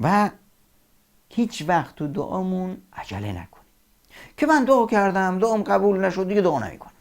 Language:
Persian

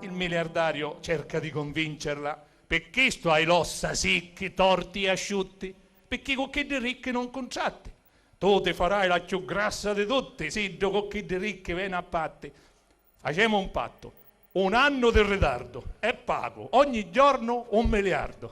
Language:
Sicilian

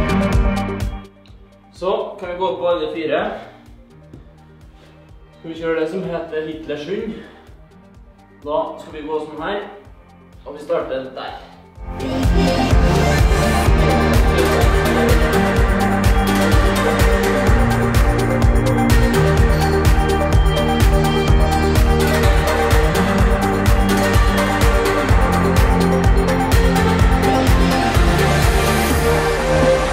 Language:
Norwegian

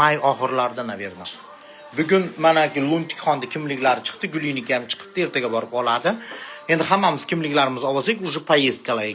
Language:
Uzbek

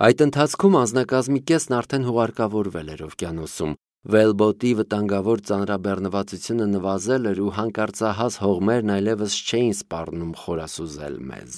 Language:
Armenian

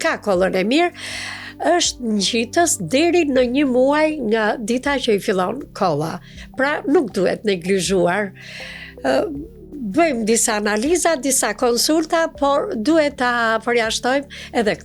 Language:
Albanian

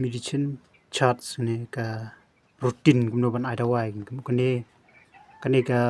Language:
Khasi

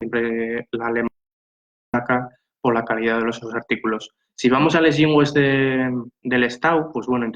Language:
Asturian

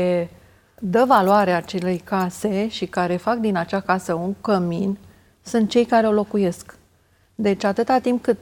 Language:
Romanian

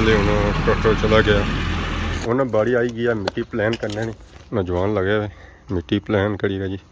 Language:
Pahari-Potwari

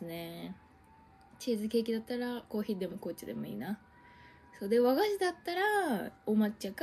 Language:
Japanese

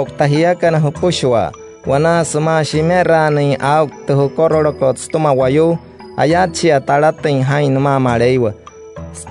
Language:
Wayuu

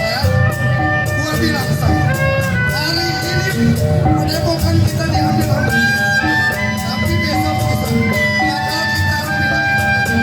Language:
Betawi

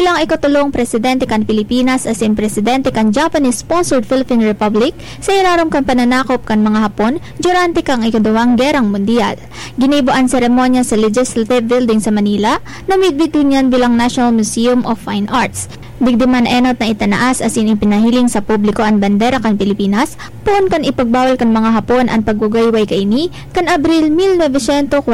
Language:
Bikol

